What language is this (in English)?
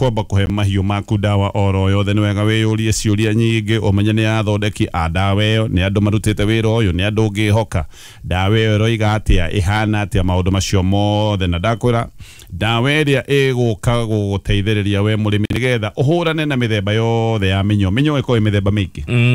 Kikuyu